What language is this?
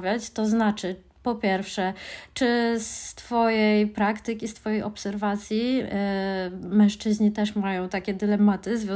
Polish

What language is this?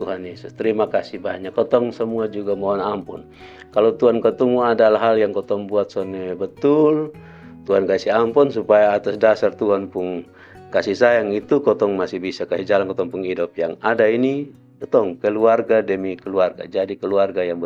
Kupang Malay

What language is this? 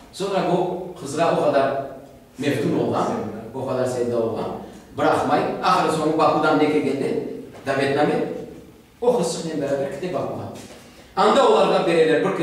Crimean Tatar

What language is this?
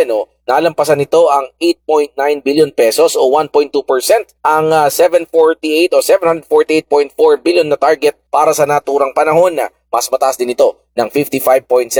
Filipino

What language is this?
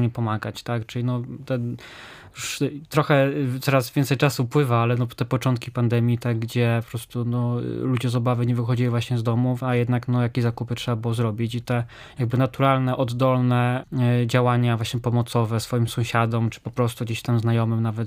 Polish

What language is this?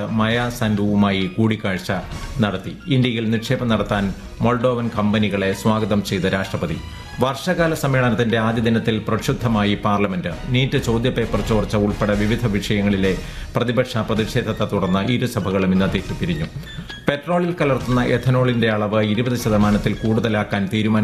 Malayalam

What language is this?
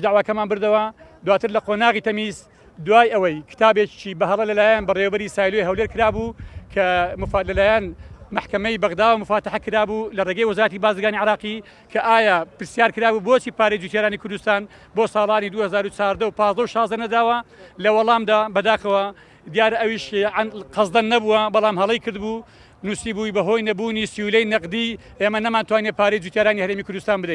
Central Kurdish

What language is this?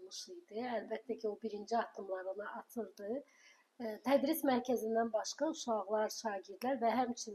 Azerbaijani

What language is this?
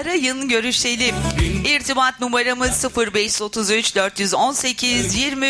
Turkish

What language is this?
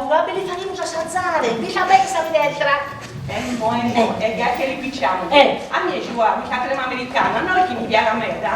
Sardinian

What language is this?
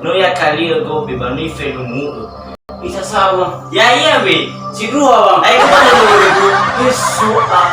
Nias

